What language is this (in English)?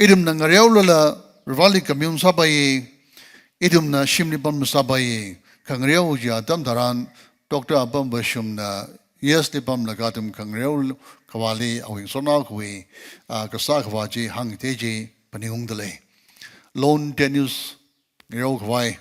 Tangkhul Naga (India)